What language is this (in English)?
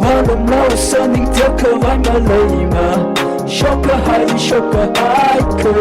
Tangkhul Naga (India)